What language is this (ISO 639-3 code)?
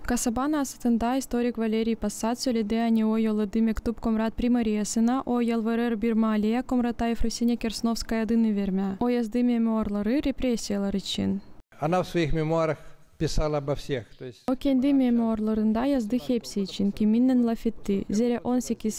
gag